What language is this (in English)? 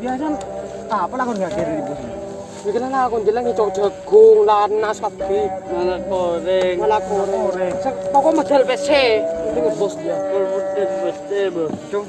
Madurese